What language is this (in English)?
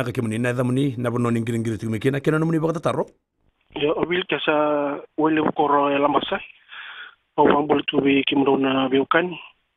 Fijian